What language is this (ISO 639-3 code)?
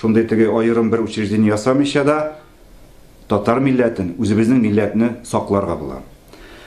tat